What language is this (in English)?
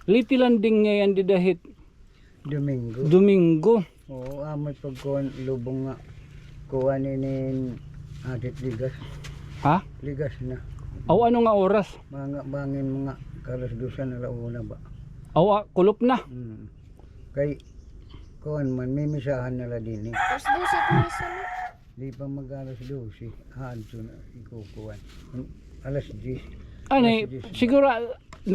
Waray